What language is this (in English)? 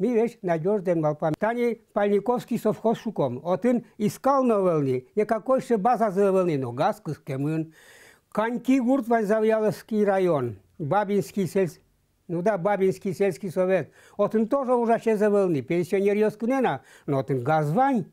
Udmurt